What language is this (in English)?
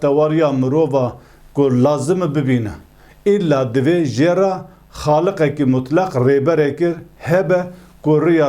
Kurdish